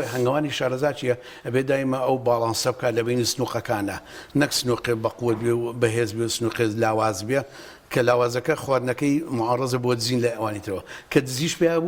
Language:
Central Kurdish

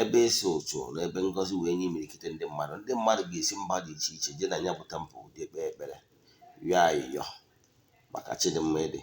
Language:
Igbo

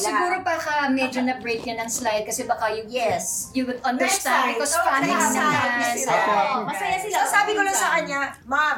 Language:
Filipino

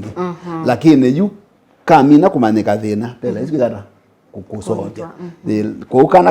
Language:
Kamba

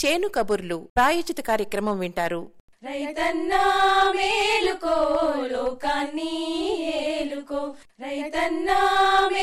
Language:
Telugu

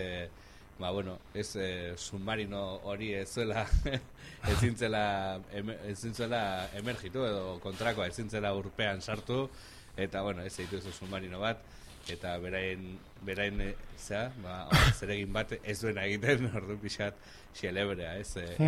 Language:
Basque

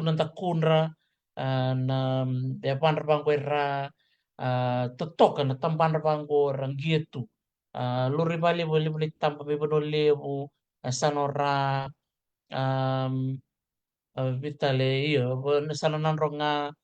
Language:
Fijian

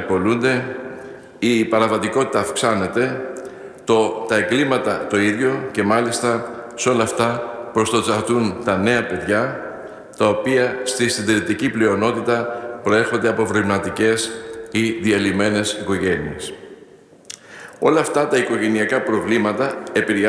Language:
Greek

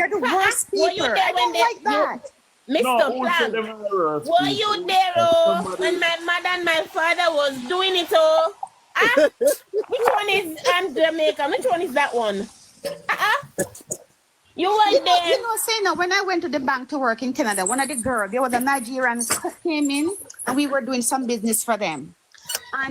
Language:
Jamaican Creole English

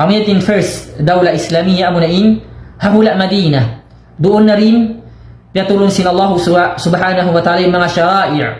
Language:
Tausug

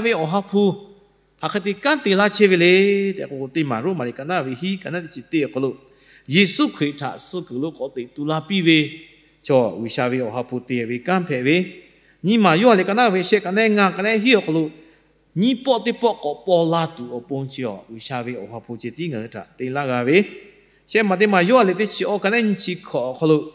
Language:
Lahu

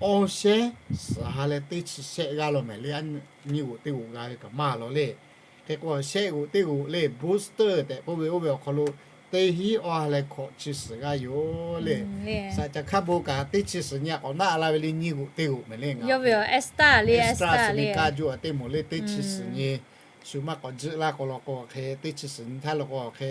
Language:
Lahu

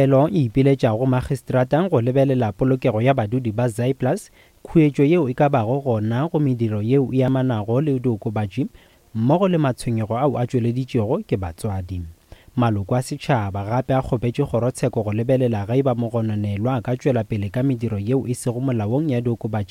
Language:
Northern Sotho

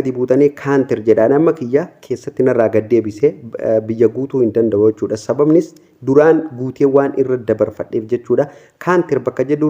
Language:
Oromo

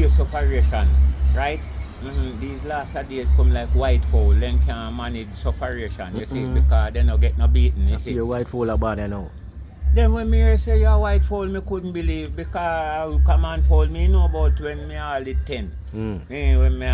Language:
Jamaican Creole English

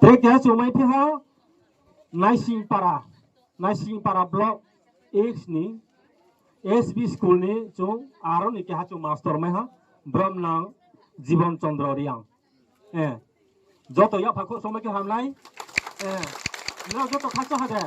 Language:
Riang (India)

